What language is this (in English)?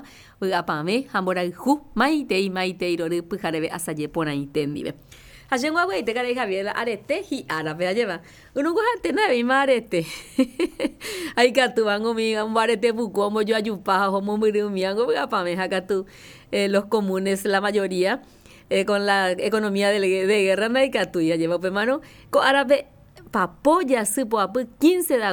Guarani